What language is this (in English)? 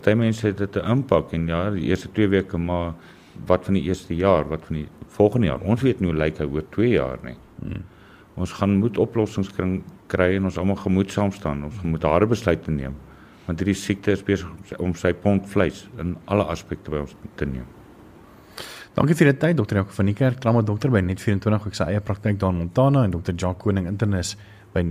Afrikaans